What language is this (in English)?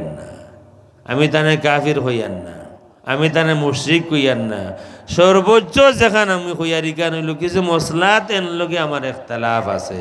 Sylheti